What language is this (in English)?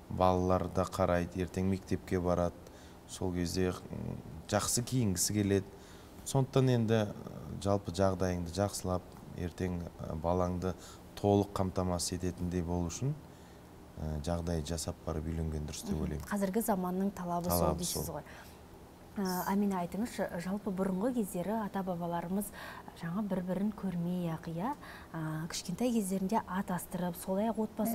Kazakh